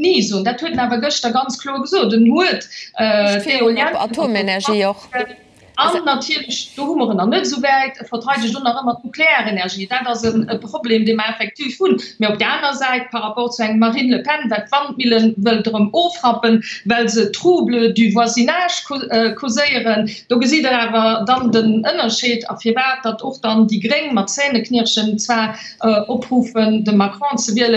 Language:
Luxembourgish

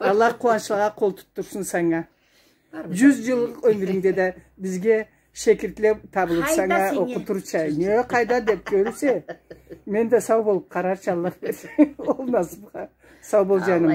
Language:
Karachay-Balkar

